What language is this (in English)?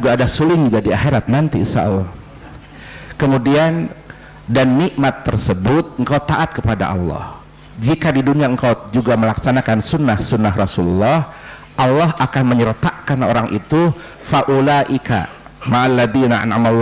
Indonesian